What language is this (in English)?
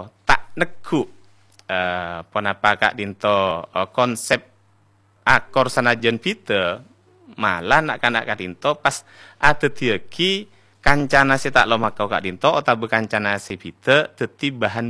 Madurese